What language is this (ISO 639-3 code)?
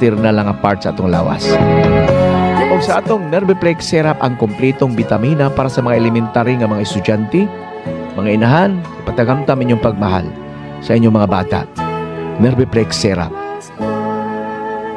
ceb